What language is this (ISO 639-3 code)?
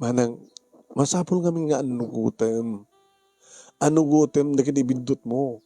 ilo